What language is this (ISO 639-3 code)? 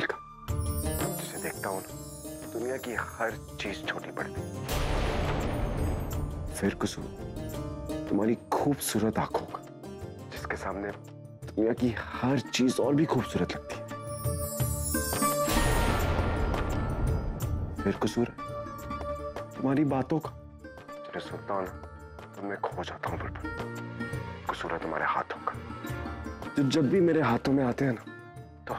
hin